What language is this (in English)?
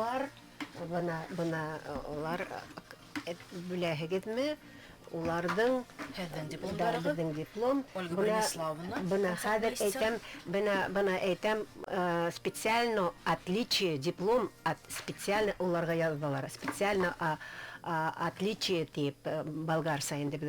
Bashkir